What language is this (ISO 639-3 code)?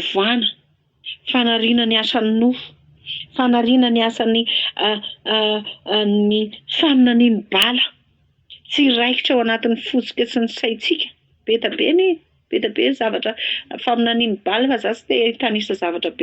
mlg